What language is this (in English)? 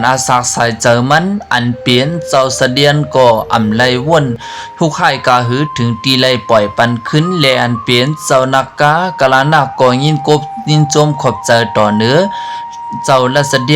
Shan